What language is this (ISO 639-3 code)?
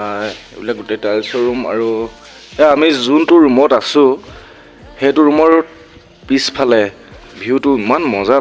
asm